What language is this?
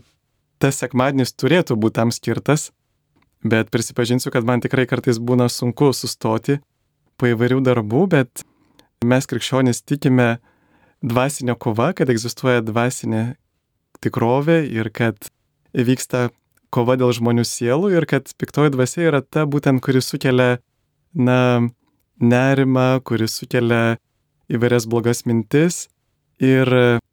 Lithuanian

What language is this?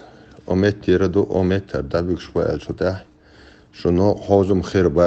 Chechen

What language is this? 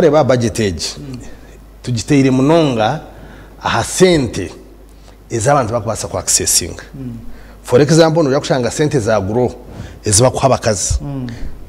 Nyankole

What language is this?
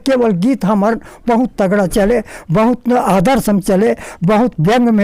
Chhattisgarhi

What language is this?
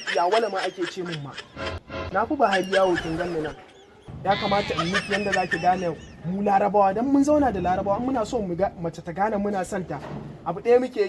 Hausa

